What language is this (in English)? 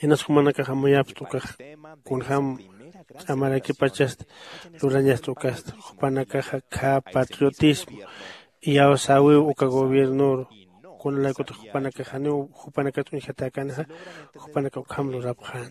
Aymara